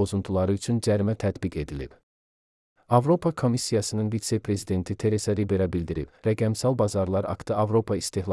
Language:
Azerbaijani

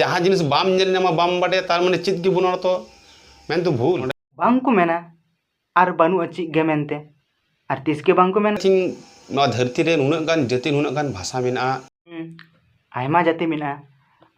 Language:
Santali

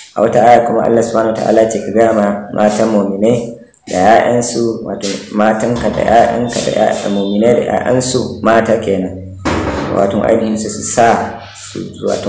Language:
Hausa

